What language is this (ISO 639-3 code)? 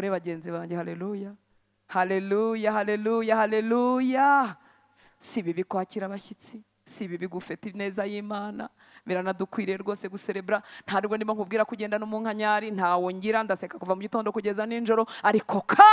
kin